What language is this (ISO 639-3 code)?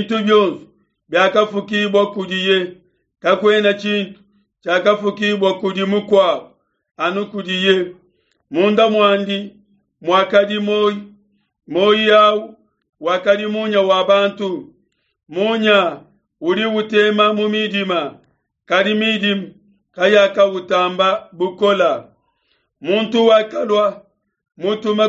lua